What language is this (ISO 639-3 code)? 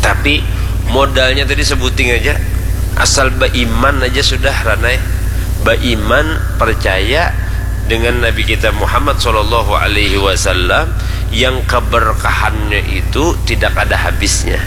bjn